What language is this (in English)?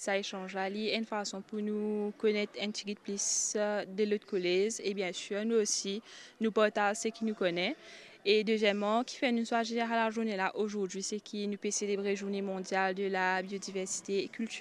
Morisyen